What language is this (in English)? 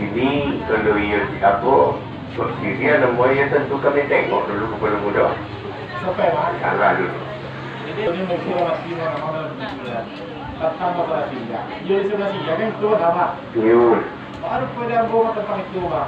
Minangkabau